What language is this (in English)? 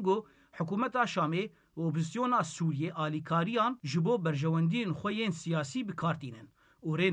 Kurdish